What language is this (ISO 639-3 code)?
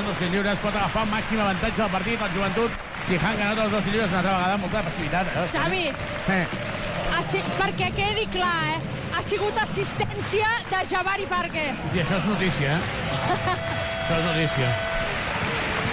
cat